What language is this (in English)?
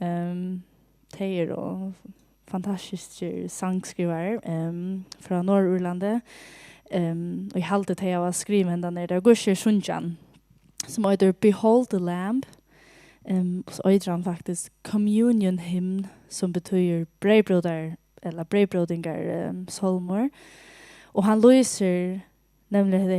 Faroese